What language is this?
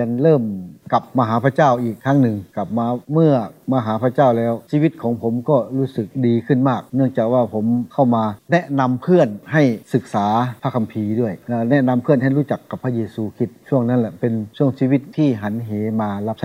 Thai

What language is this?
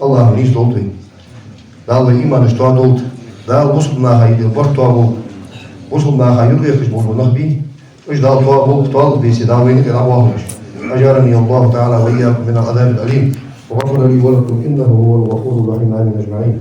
Ingush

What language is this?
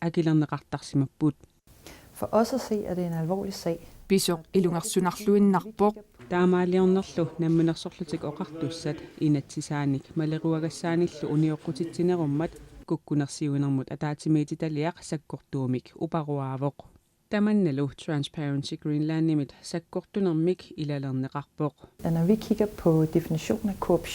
Kalaallisut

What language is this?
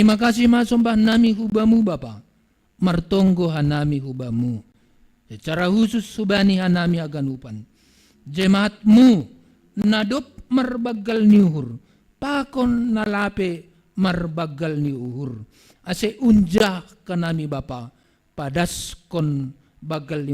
Batak Simalungun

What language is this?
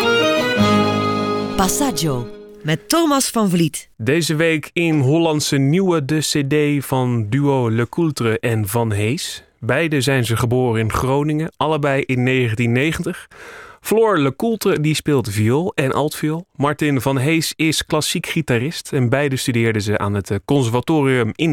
Dutch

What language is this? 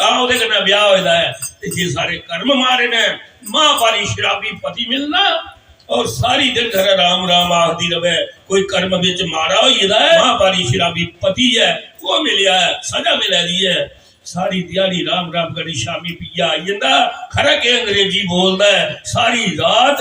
Dogri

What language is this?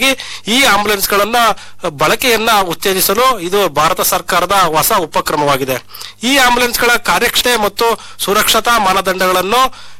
Kannada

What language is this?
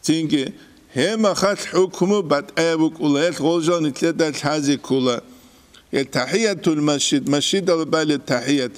Avaric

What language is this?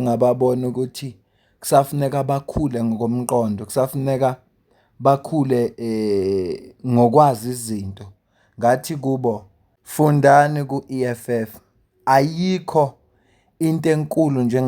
Zulu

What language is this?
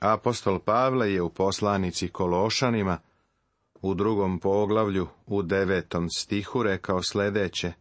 Serbian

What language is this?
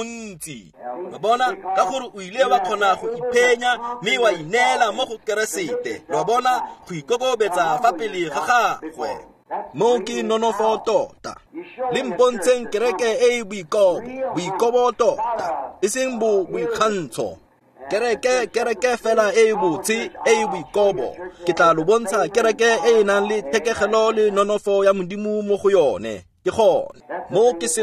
Tswana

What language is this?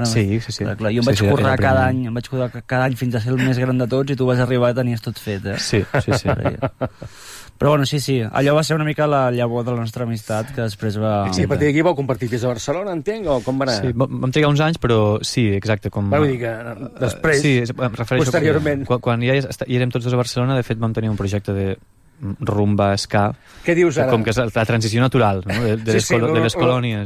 Catalan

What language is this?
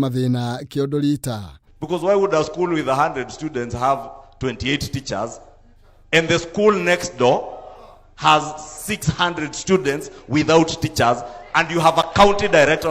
Kikuyu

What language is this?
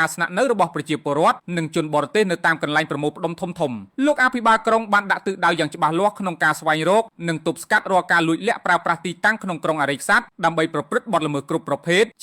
Khmer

